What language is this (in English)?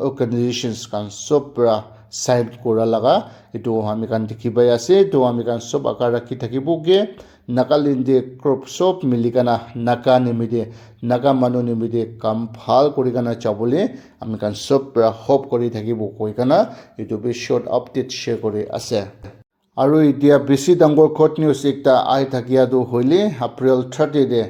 Naga Pidgin